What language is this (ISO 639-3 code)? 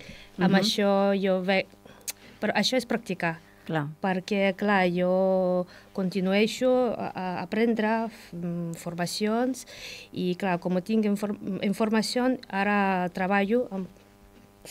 cat